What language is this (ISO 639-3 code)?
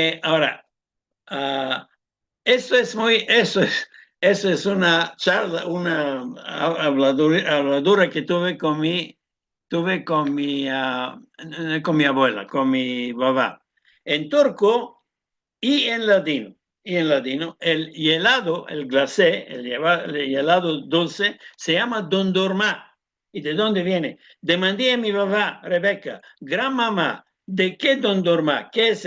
lad